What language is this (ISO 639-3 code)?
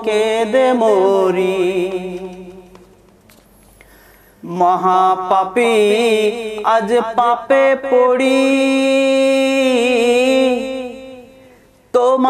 ben